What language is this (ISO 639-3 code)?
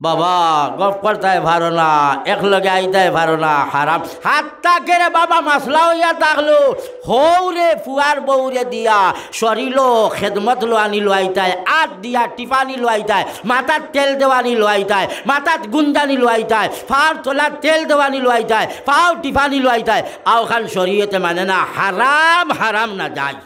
syl